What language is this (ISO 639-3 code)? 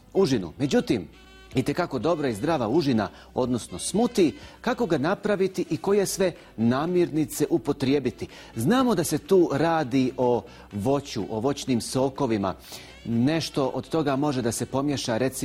bos